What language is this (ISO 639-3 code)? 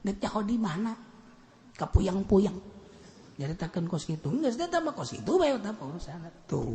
sun